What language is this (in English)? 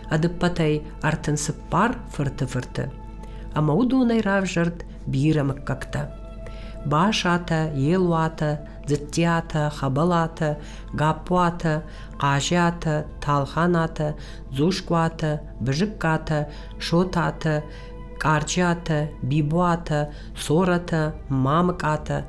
Ossetic